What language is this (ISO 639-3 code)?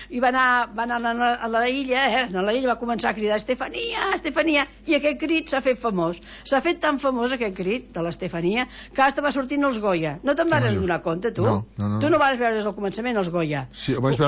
cat